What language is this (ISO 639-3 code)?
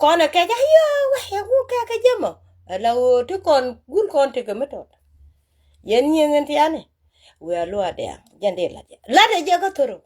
nus